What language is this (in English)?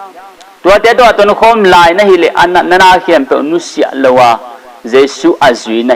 Tedim Chin